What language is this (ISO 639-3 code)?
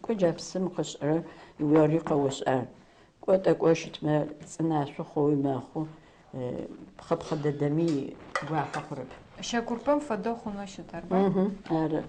ady